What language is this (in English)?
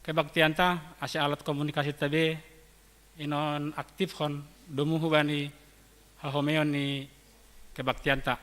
Batak Simalungun